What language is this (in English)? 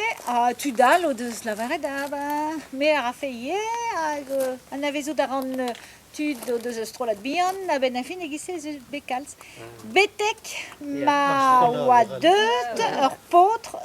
Breton